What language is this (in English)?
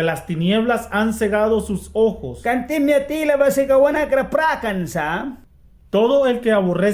Mískito